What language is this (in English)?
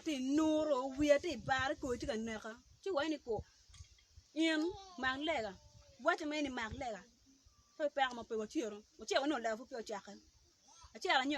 Acoli